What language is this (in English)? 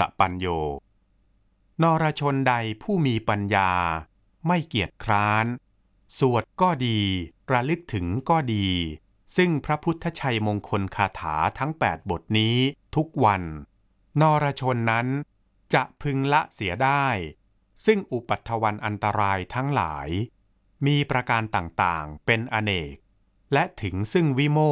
Thai